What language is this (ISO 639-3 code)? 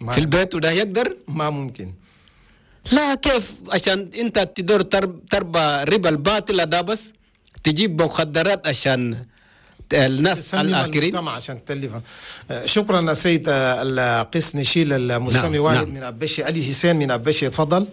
shu